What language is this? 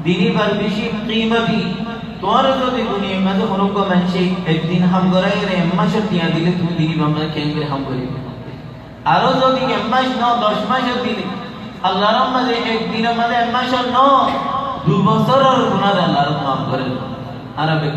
Rohingya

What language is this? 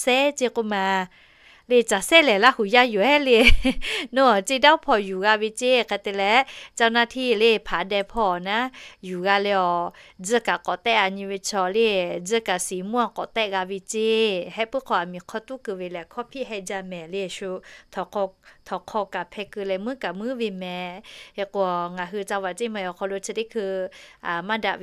Lahu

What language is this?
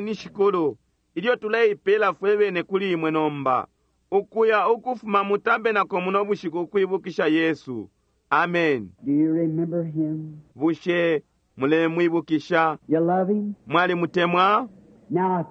Bemba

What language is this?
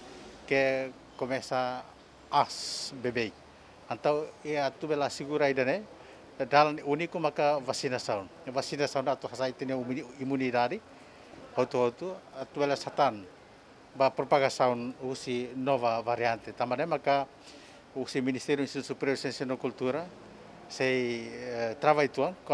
Tetum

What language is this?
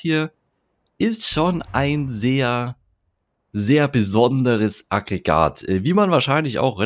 German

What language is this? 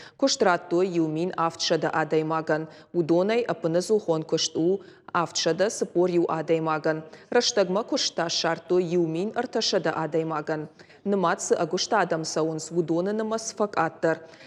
Ossetic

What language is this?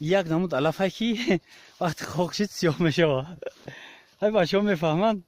Tajik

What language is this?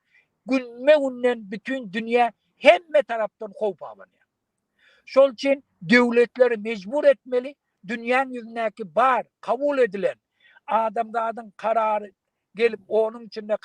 Turkmen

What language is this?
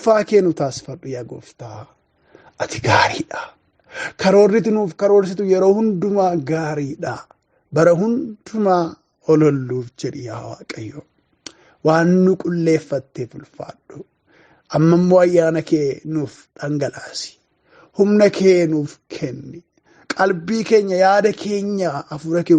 Oromo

